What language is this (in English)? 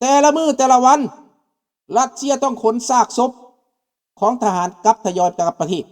Lao